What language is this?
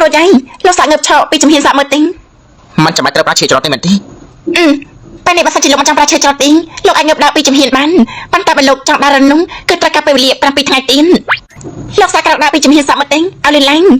Khmer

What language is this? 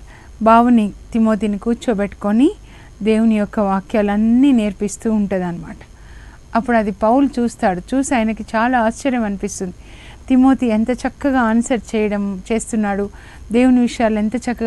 Telugu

